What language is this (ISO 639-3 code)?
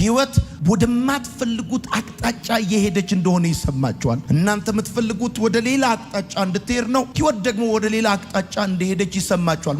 amh